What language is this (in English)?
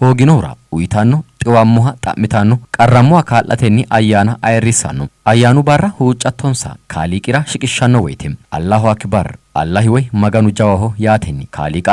Sidamo